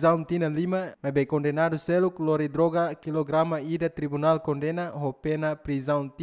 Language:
Tetum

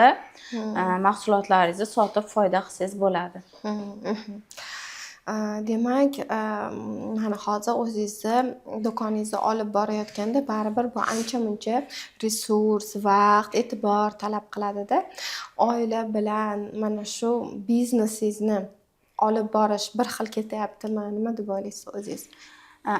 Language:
Uzbek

